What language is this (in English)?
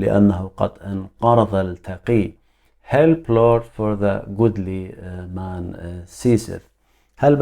Assyrian Neo-Aramaic